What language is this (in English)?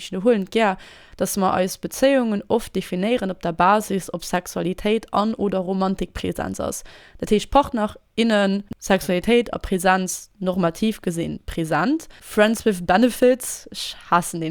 Luxembourgish